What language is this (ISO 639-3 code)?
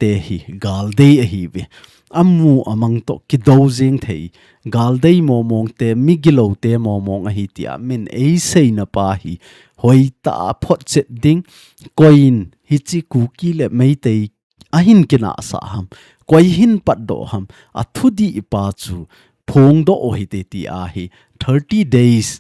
tcz